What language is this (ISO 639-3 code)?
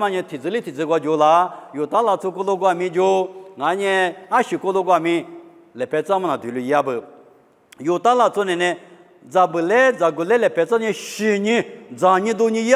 lis